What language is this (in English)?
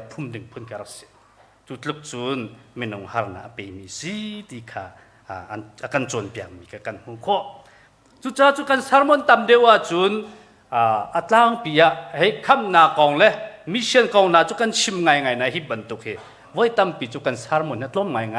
Hakha Chin